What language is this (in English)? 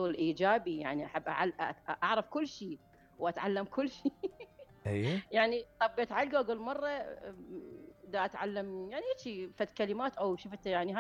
Mesopotamian Arabic